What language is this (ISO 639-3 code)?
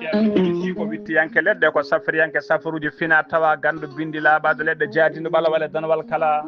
ful